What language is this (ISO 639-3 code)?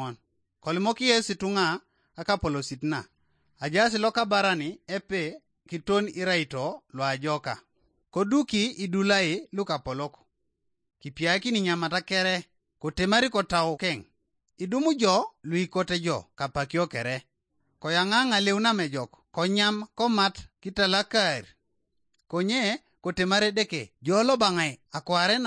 teo